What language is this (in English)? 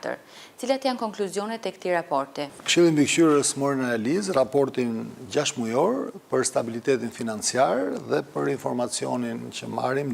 Albanian